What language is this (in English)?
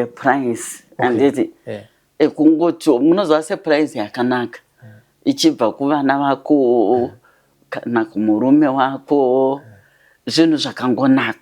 Shona